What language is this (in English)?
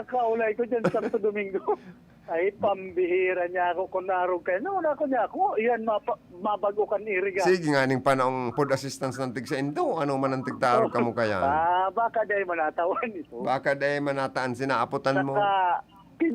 Bikol